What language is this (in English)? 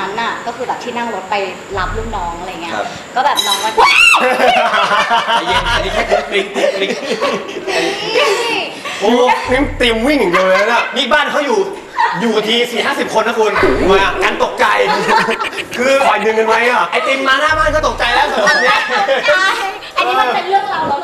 Thai